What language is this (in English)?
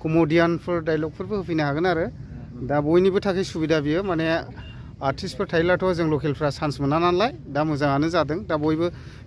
Bodo